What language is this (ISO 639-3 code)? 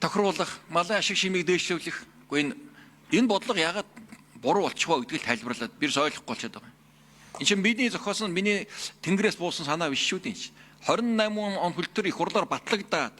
mon